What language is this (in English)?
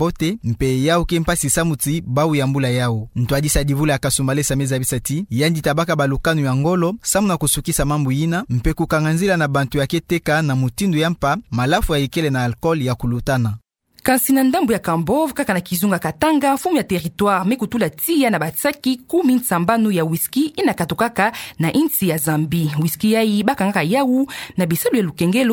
Kituba (Democratic Republic of Congo)